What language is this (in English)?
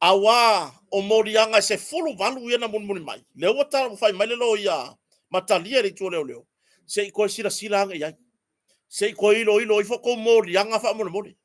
Samoan